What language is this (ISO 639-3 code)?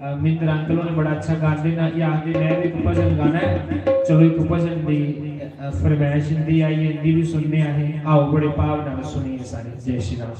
doi